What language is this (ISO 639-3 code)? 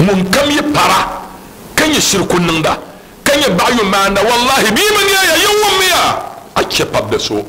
dag